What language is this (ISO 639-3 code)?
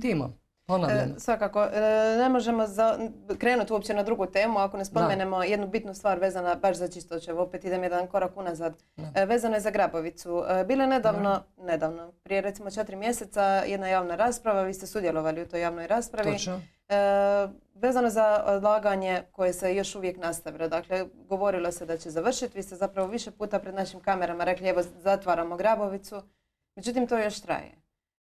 hrv